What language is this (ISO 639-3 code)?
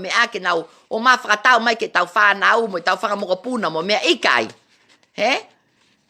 ton